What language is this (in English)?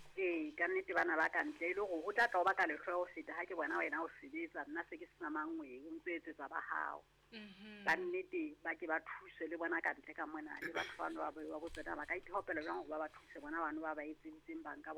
Southern Sotho